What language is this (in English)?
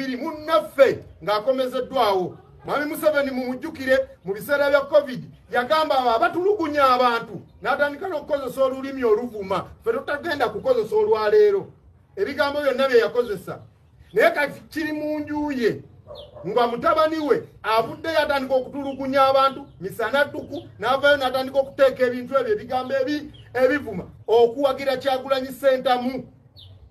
Ganda